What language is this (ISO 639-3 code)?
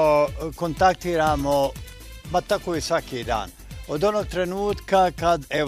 bos